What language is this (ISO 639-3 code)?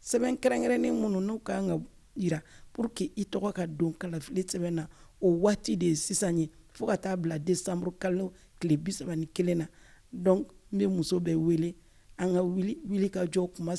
bam